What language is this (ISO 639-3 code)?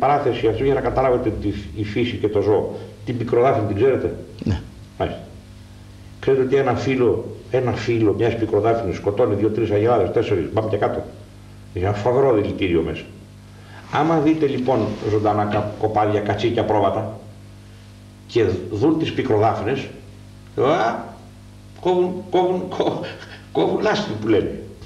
ell